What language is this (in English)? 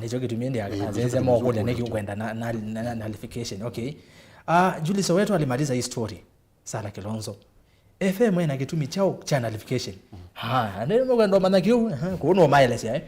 Kamba